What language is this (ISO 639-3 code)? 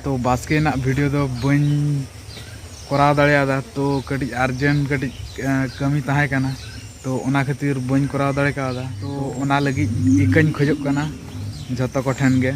sat